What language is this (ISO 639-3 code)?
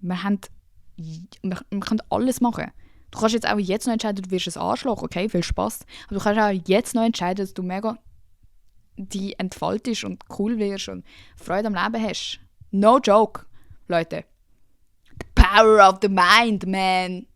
gsw